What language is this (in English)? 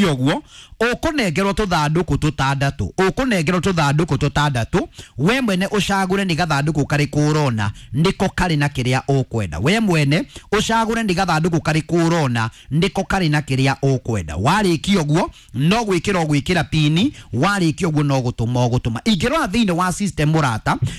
Kikuyu